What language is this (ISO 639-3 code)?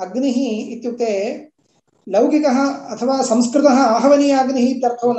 san